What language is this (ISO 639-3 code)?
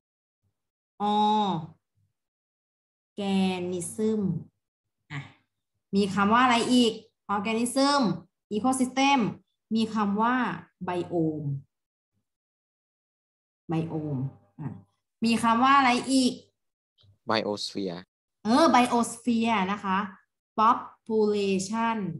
tha